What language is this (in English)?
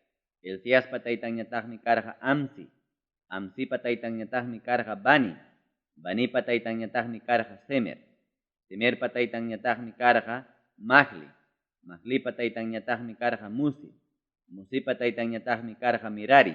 Ayacucho Quechua